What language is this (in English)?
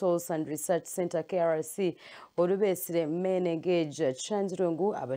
Nyankole